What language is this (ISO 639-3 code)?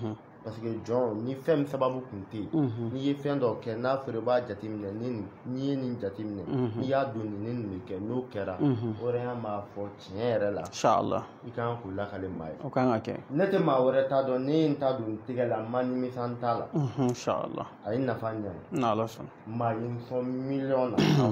bam